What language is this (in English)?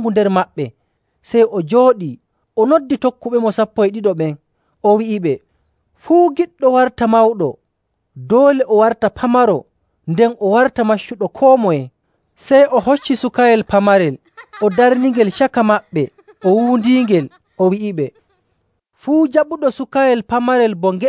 Nigerian Fulfulde